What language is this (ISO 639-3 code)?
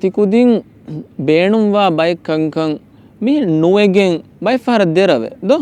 div